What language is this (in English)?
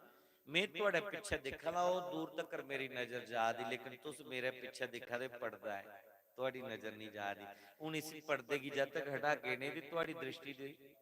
Dogri